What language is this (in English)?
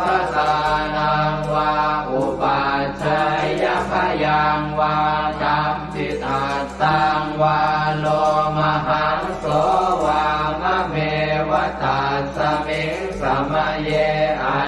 Pali